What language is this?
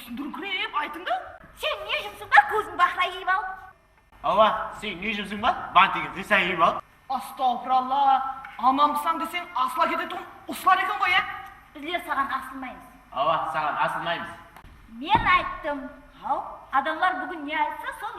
Kara-Kalpak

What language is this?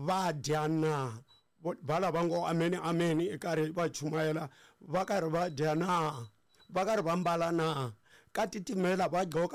Tsonga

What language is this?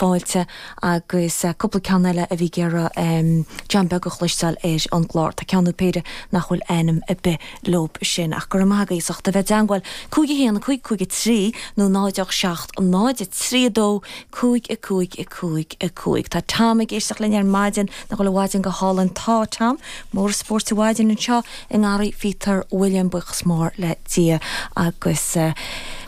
Irish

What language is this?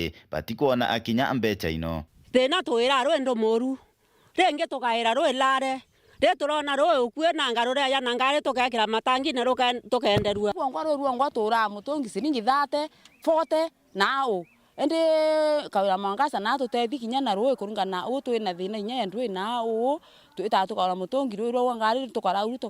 Meru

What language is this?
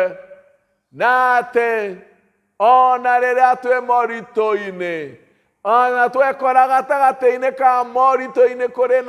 Kikuyu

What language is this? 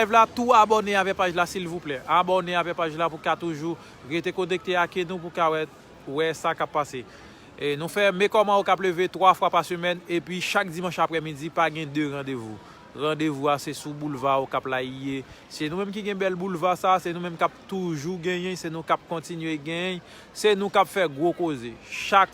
Haitian Creole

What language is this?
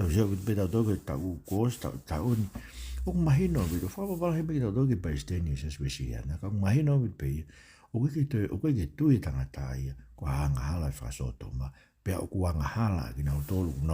Tongan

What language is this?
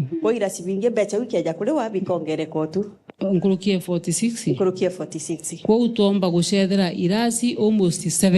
Meru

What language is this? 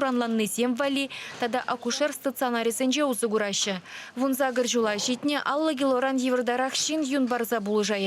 Chuvash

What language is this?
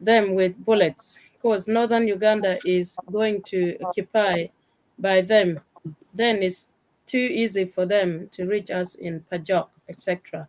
Acoli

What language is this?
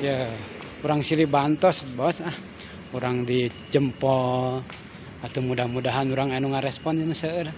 Sundanese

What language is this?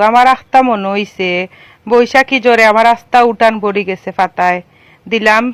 Sylheti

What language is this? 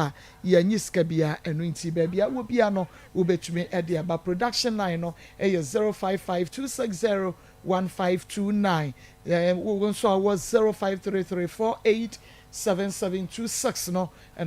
Akan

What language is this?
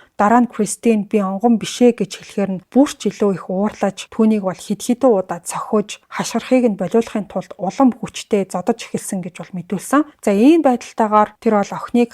Mongolian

